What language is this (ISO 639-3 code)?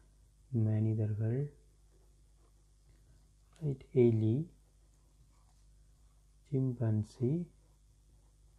tam